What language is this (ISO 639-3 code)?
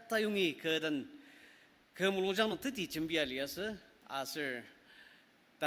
njo